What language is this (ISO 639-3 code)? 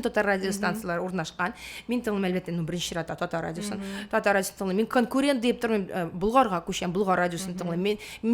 tat